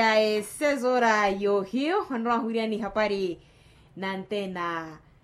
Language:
Makhuwa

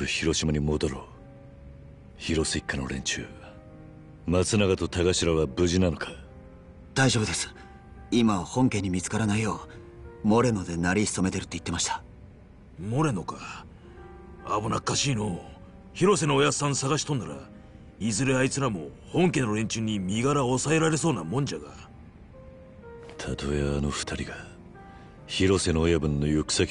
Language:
Japanese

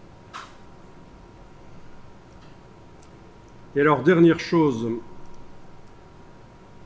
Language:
French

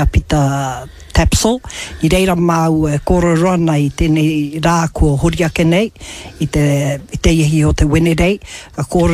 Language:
Māori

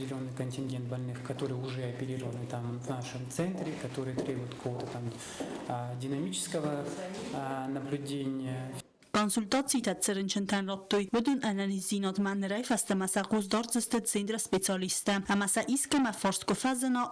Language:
Ossetic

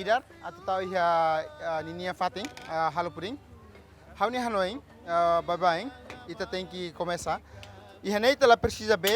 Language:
Tetum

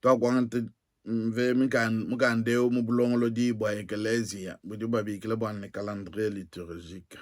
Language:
Luba-Lulua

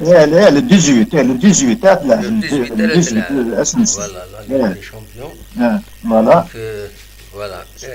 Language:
Kabyle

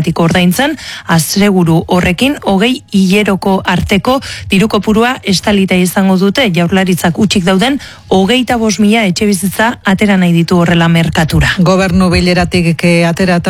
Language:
Basque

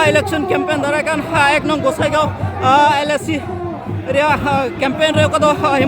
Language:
Santali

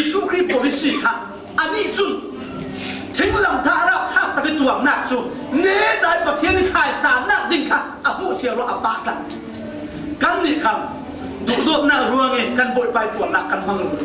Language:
Falam Chin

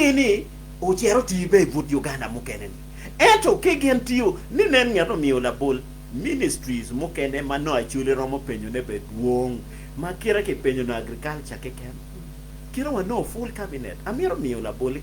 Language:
Acoli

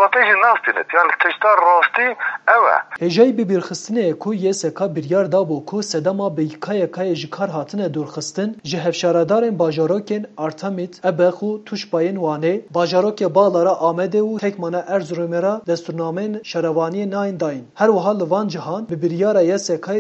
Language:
Kurdish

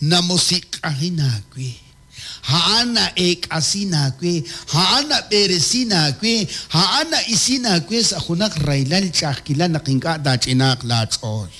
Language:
Kekchí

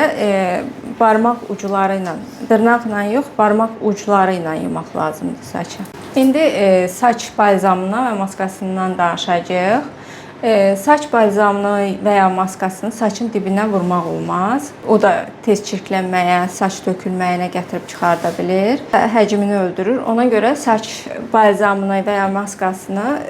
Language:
Azerbaijani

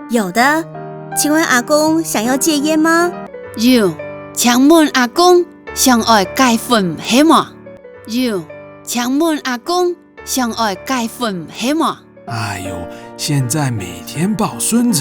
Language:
Hakka Chinese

